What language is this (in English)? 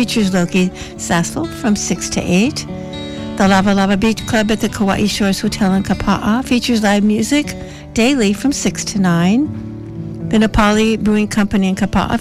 English